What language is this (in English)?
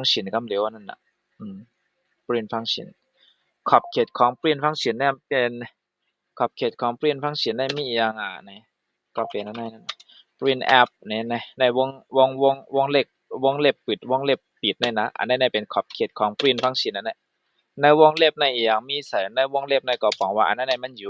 Shan